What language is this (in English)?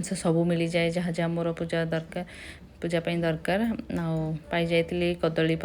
Odia